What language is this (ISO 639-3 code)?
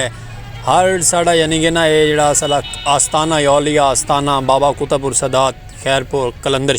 skr